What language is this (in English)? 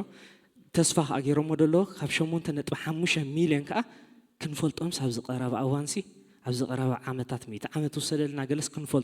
Tigrinya